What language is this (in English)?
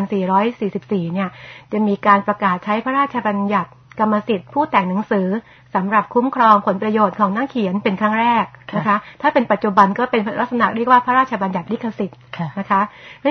Thai